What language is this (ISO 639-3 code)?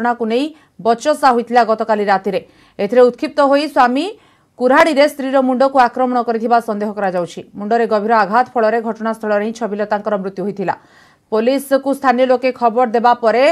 ori